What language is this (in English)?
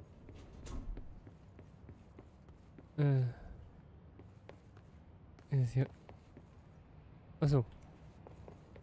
German